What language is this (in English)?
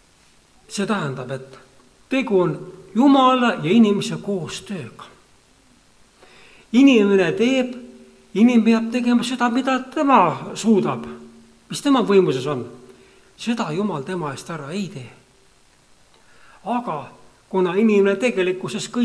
Estonian